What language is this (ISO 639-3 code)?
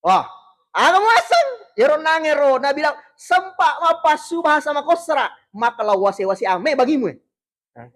bug